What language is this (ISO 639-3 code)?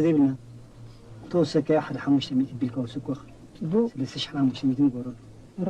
tir